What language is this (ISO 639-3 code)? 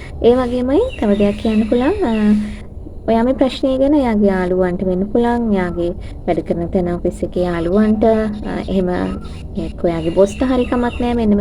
sin